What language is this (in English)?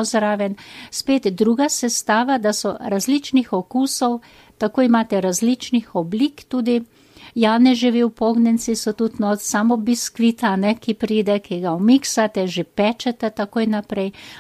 Slovenian